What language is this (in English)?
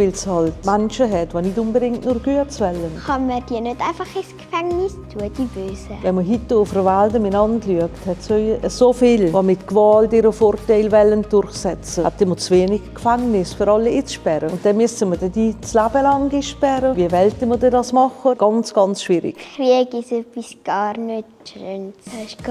Swiss German